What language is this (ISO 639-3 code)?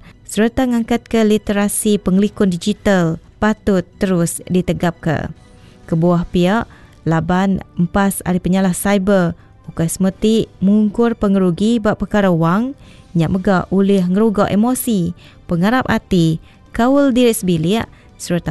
iba